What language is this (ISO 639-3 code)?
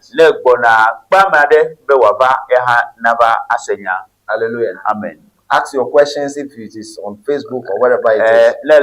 ewe